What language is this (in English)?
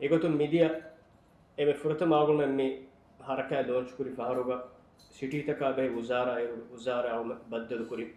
Divehi